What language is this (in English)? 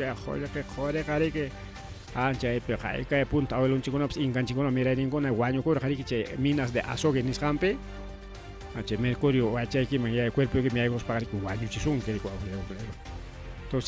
Ayacucho Quechua